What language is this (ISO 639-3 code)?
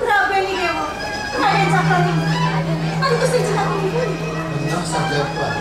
ban